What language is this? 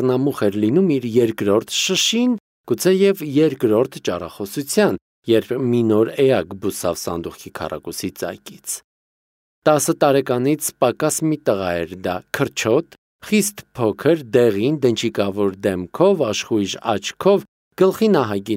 Armenian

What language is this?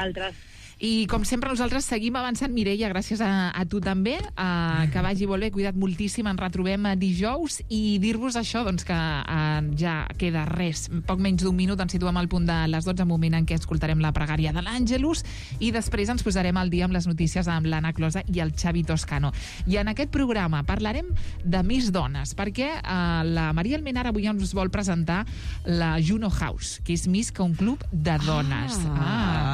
Catalan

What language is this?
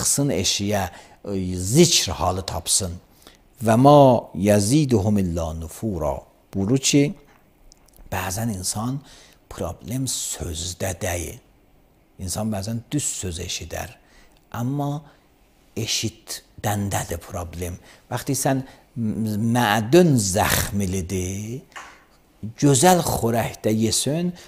Azerbaijani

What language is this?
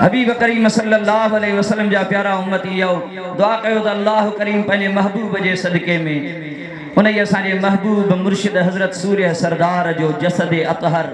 Sindhi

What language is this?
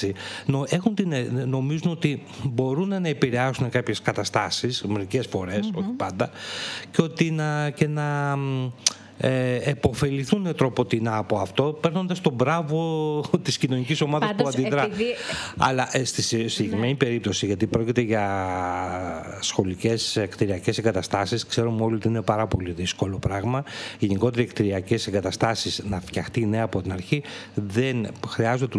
Greek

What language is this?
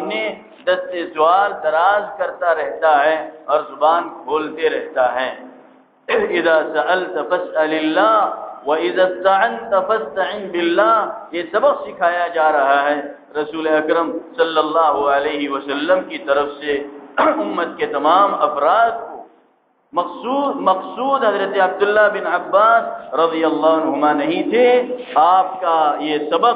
Urdu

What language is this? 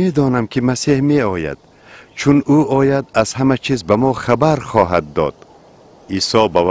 Tajik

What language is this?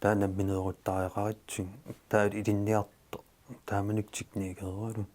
Kalaallisut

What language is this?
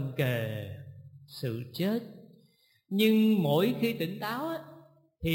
Vietnamese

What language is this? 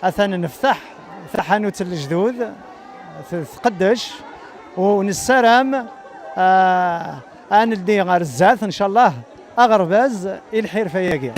Kabyle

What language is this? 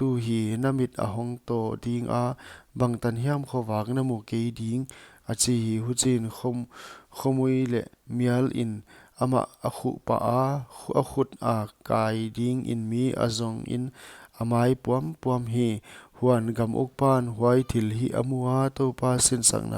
Paite Chin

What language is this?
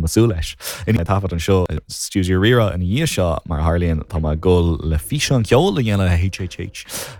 Irish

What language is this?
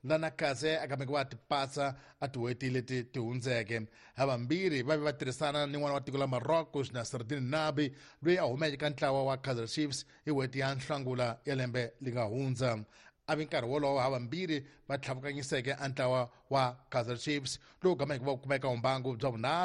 Tsonga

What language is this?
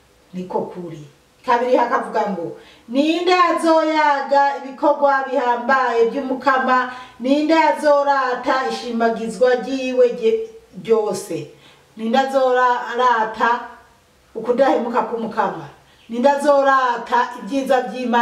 Rundi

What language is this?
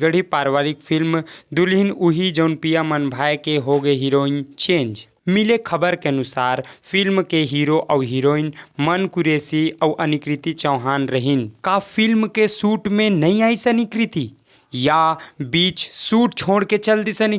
Chhattisgarhi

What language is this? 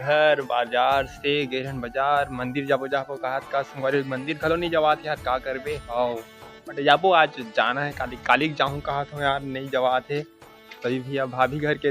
Chhattisgarhi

